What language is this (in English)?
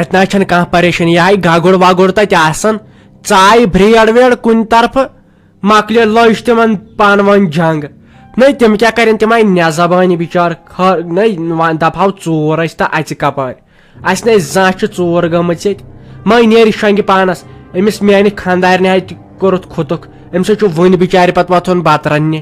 Kashmiri